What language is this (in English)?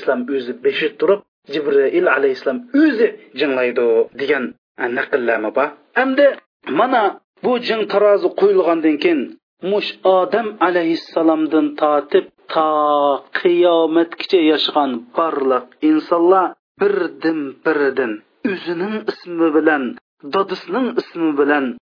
Uyghur